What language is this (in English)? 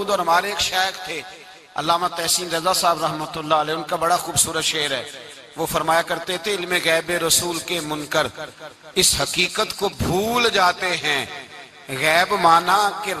Urdu